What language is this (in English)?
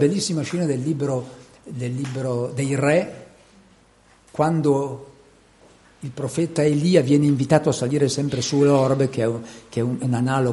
Italian